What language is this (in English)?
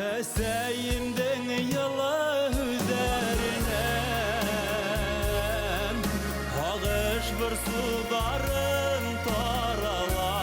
Bashkir